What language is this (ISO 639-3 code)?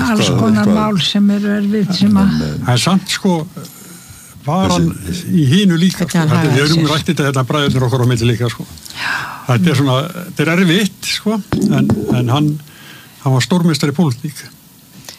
isl